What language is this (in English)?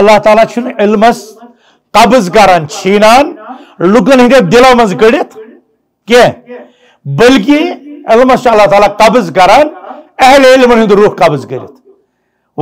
Kashmiri